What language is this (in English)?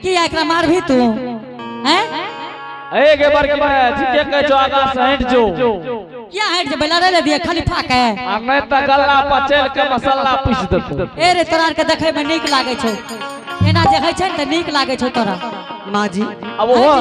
Angika